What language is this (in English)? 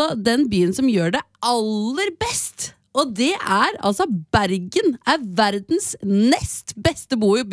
Norwegian